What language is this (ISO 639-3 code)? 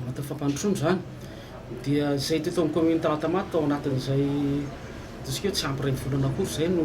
mlg